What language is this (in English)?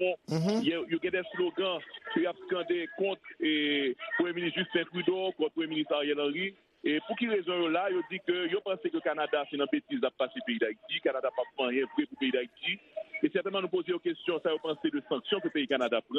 Haitian Creole